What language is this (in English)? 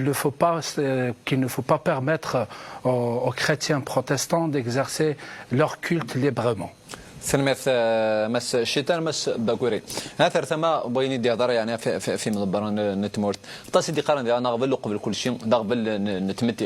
Kabyle